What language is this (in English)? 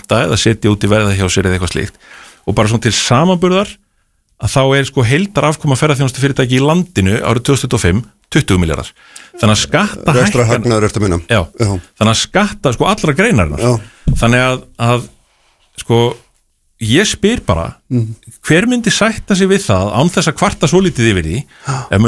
Icelandic